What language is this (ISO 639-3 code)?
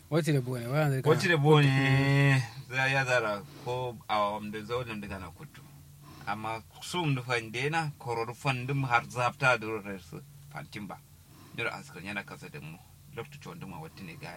kau